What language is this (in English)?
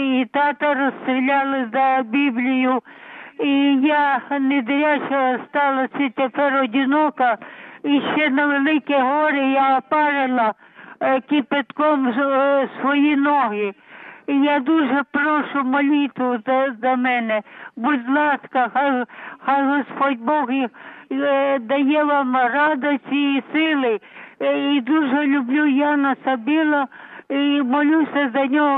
Ukrainian